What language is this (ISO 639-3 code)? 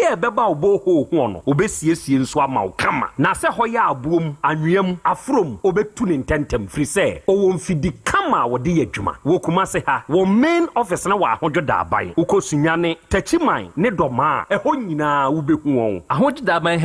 aka